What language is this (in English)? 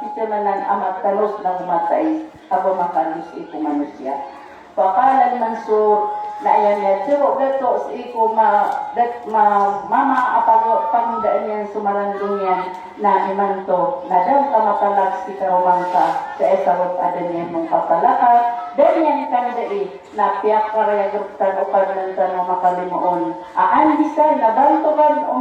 Maranao